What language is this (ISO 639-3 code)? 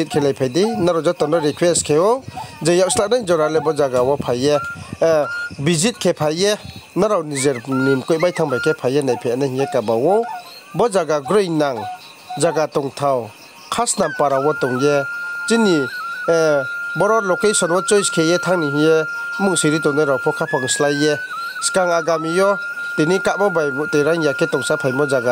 ria